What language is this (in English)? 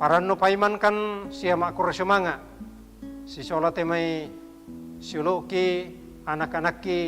Toraja-Sa'dan